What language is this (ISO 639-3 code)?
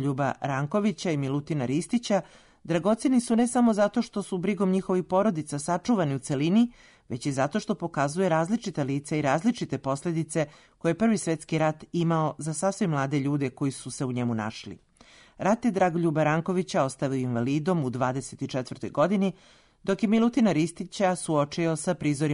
srp